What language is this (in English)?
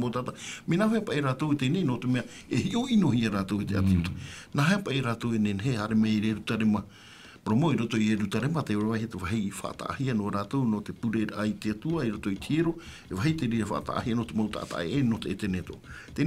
Tahitian